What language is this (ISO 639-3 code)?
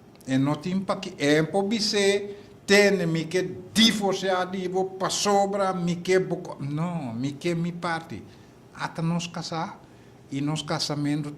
pap